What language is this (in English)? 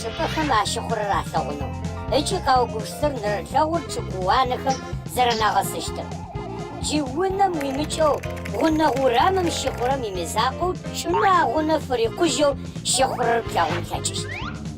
Adyghe